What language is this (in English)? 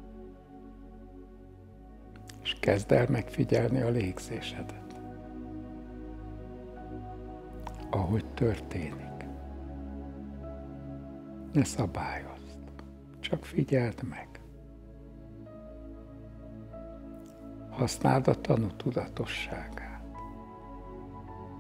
Hungarian